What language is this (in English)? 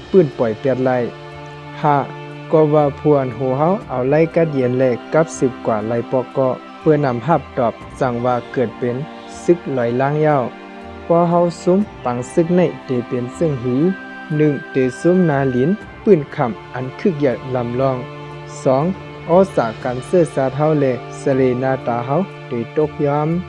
Shan